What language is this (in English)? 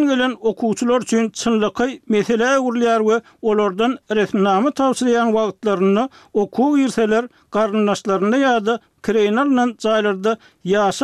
Turkmen